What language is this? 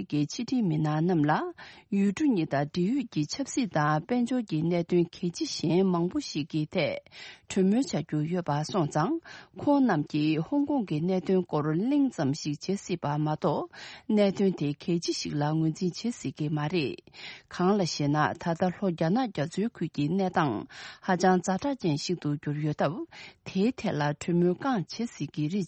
Tibetan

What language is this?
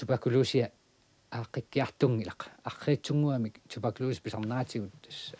Kalaallisut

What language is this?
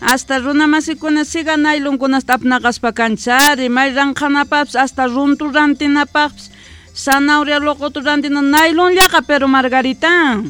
South Bolivian Quechua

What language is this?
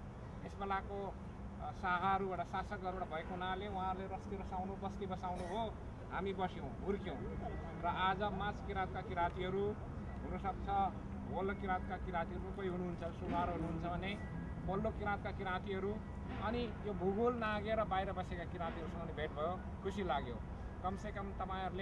Nepali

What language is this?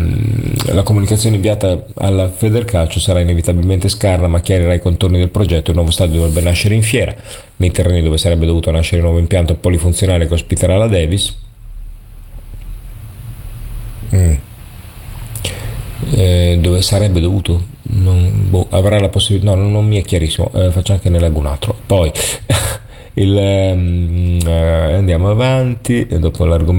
Italian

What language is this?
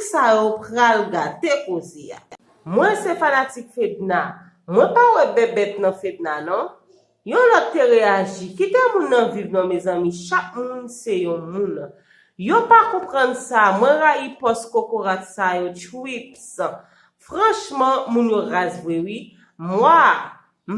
Haitian Creole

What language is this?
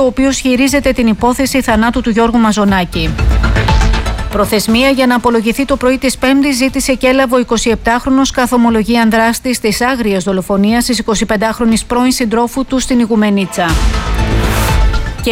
Greek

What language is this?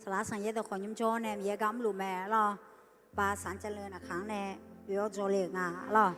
Akha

